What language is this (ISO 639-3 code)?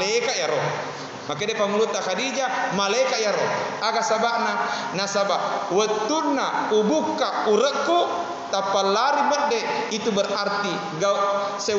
bug